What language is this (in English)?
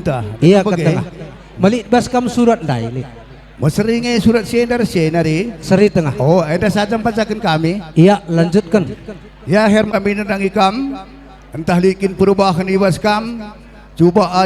Batak Karo